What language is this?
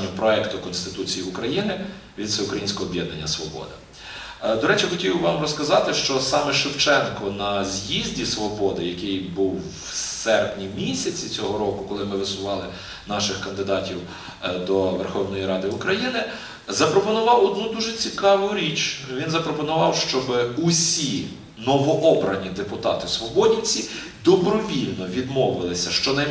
Ukrainian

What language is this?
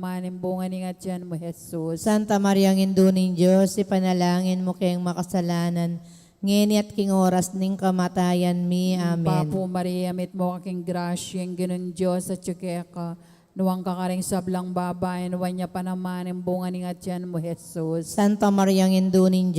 Pampanga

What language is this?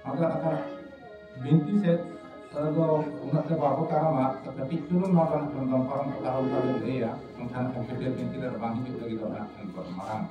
Santali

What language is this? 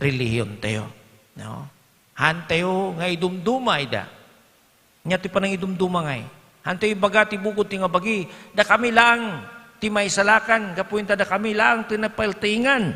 Iloko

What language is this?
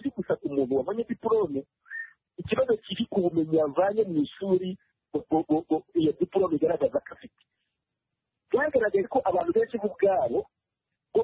Kinyarwanda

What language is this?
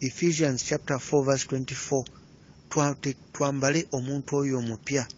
Ganda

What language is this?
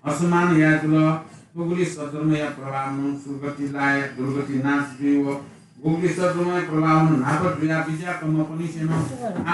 Newari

